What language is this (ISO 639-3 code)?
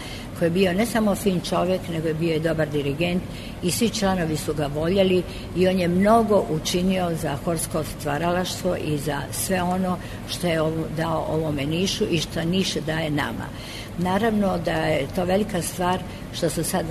srp